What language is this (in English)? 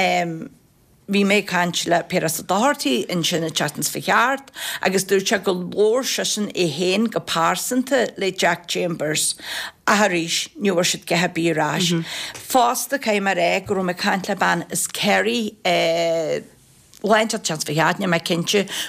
Irish